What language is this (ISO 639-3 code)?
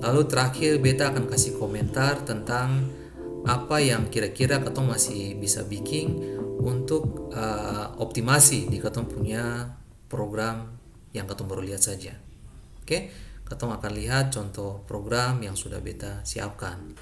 abs